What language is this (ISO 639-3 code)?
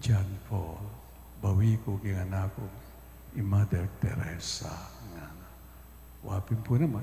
pam